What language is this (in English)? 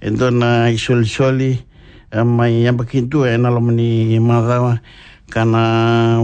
Fijian